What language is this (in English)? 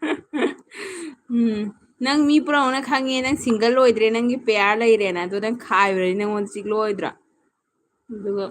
Manipuri